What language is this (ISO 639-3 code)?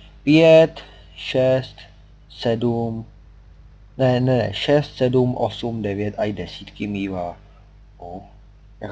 ces